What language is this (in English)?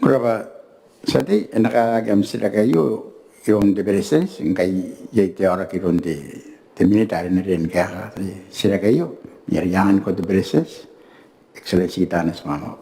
Gilbertese